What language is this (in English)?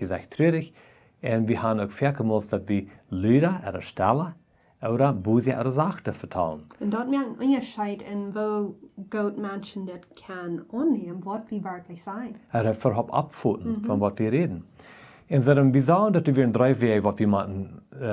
Plautdietsch